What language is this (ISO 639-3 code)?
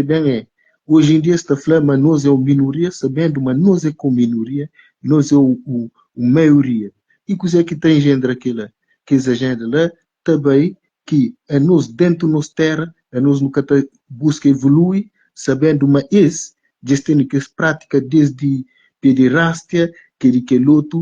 kea